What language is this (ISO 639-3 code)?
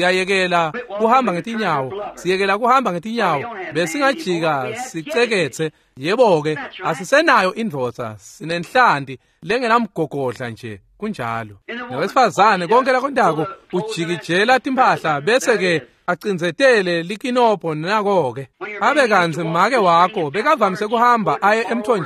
ssw